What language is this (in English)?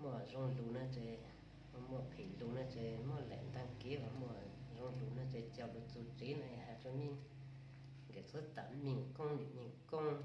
Hmong